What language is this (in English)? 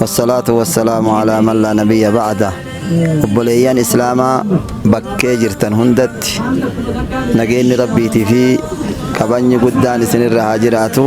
Oromo